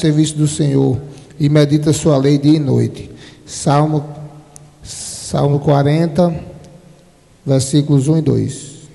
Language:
Portuguese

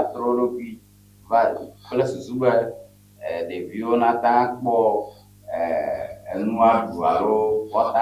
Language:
Ewe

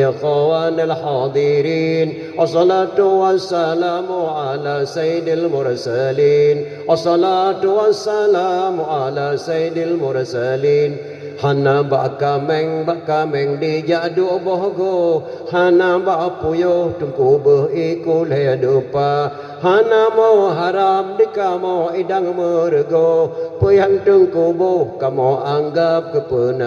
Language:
Achinese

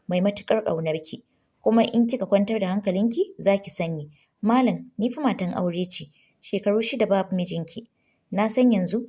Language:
Hausa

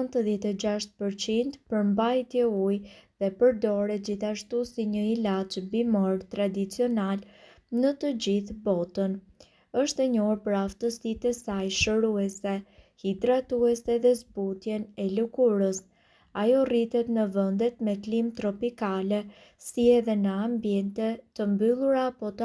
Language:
Albanian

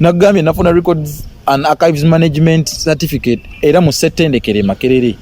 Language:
Ganda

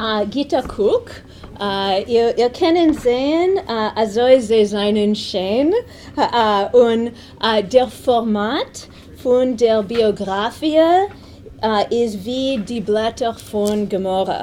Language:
Yiddish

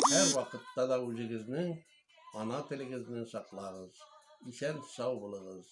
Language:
Tatar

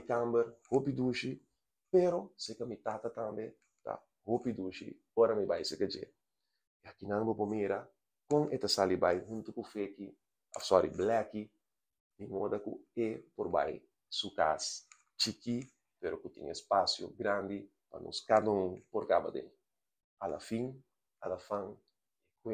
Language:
Papiamento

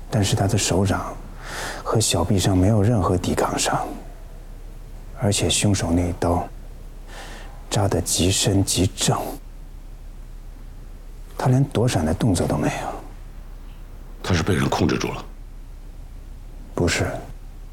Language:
Chinese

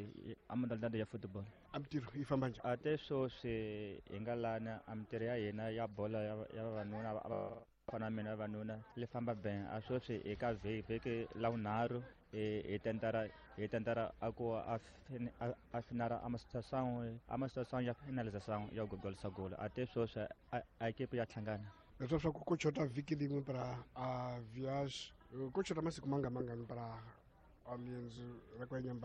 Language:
Tsonga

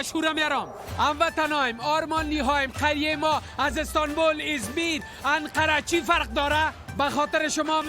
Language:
Persian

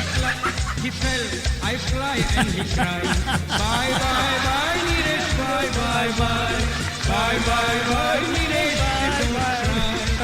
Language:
Morisyen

